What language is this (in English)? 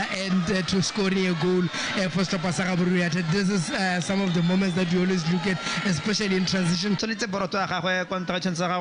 Tswana